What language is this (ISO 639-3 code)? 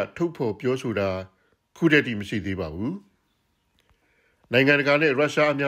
mya